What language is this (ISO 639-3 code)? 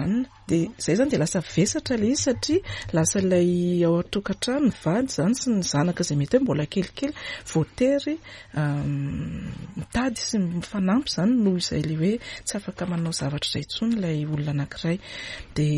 mlg